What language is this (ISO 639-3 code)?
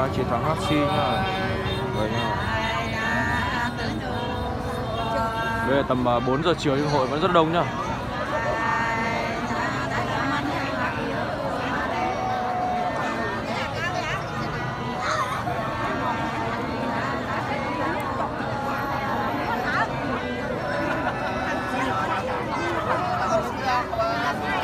vie